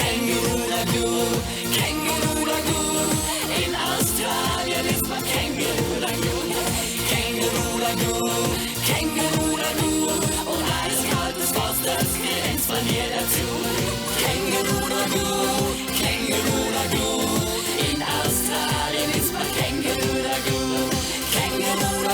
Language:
Swiss German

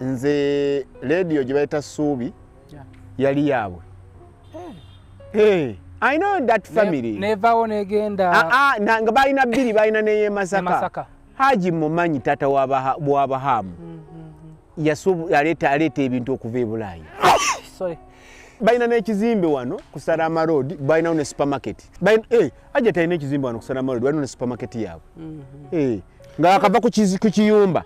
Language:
Ganda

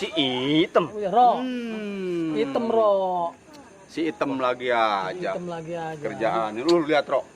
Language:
Betawi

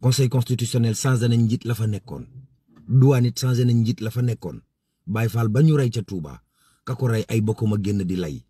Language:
Wolof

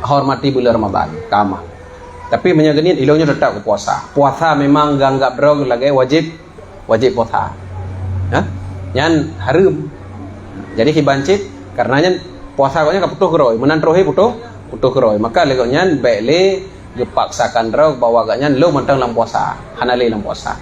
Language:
Achinese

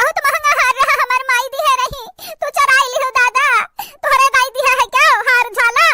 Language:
Awadhi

